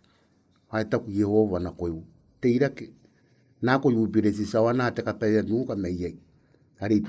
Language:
Gilbertese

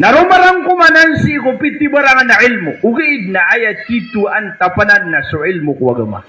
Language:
Maranao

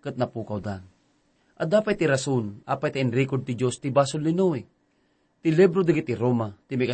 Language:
Iloko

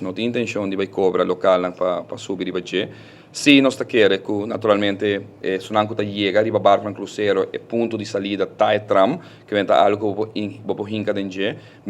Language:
Papiamento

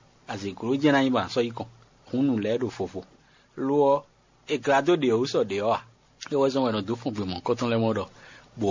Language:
Fon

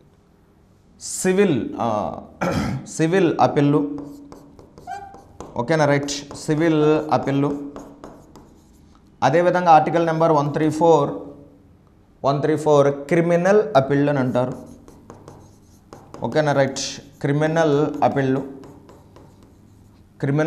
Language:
Telugu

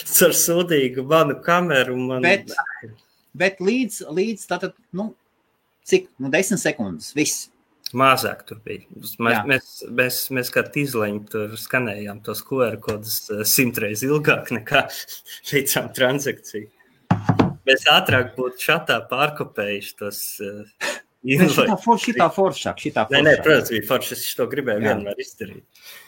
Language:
Latvian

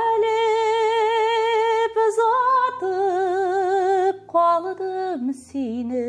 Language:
Tatar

